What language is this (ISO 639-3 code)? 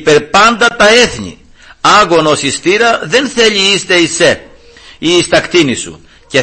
ell